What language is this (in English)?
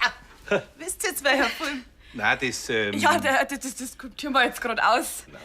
Bavarian